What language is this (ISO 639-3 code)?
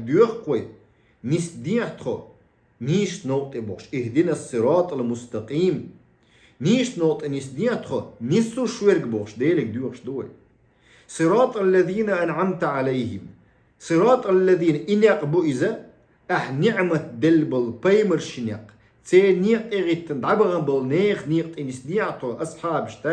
che